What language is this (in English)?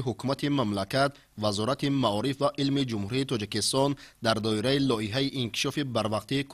Tajik